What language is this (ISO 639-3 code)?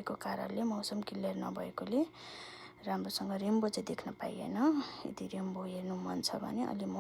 nep